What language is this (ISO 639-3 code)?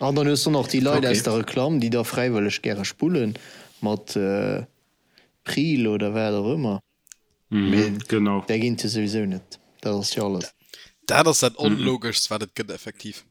ltz